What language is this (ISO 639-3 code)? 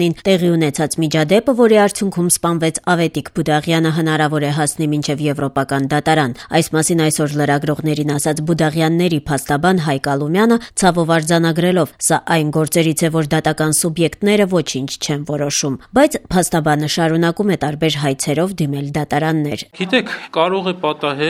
hye